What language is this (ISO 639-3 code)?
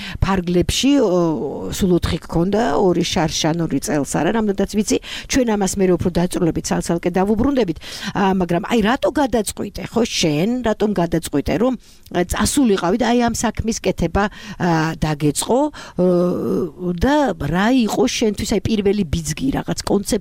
kat